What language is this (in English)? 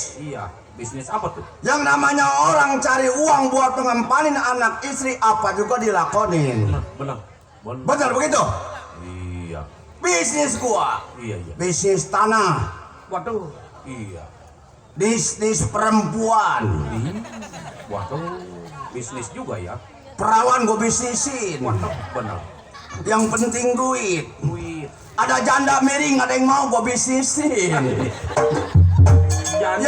Betawi